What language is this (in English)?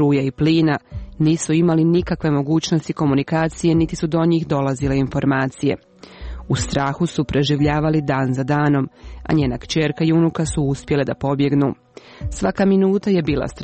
Serbian